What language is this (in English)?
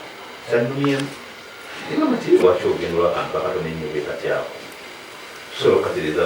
Ganda